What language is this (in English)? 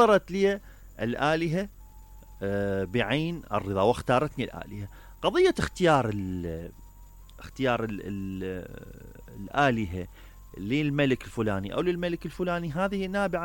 Mesopotamian Arabic